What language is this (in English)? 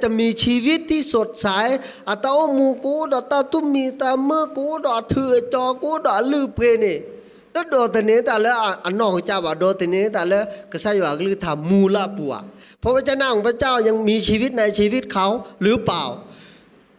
S'gaw Karen